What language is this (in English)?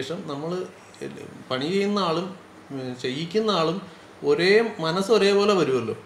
Malayalam